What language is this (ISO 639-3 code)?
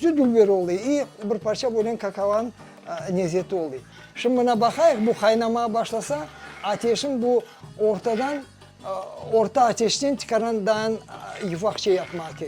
crh